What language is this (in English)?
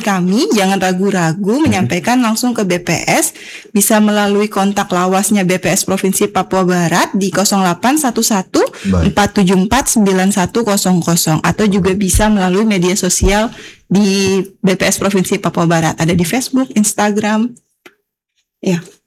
Indonesian